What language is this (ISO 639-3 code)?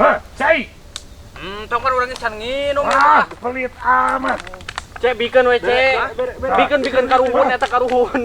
sun